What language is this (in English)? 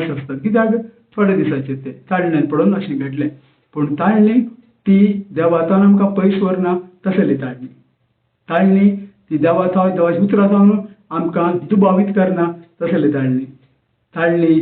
Konkani